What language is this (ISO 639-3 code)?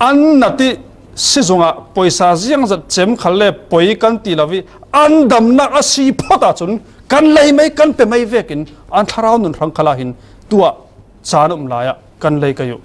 cfm